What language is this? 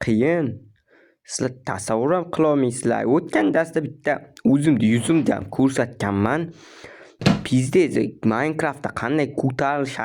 Uzbek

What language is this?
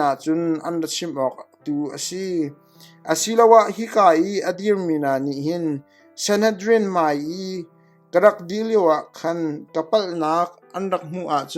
Hakha Chin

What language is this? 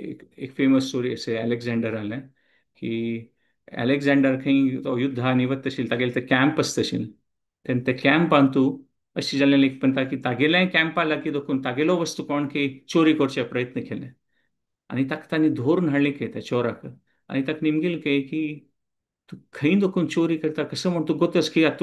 Konkani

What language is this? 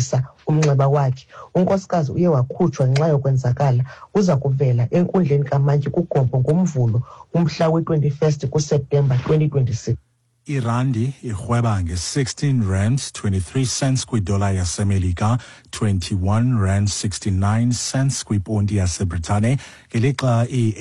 Xhosa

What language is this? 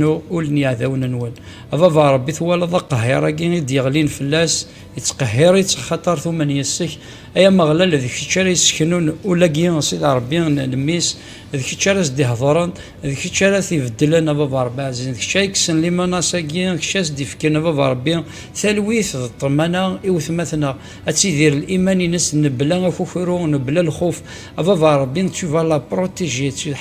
Kabyle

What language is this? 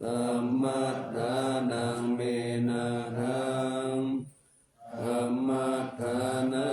Pali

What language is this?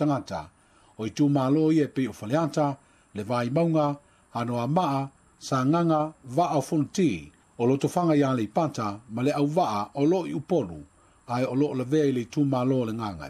Samoan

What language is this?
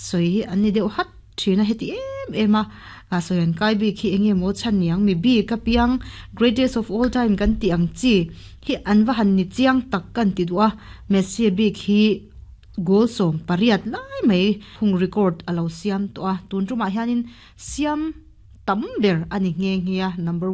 Mizo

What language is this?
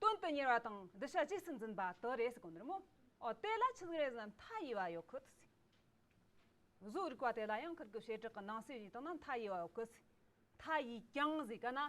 Amdo Tibetan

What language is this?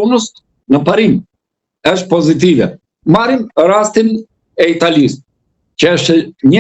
Albanian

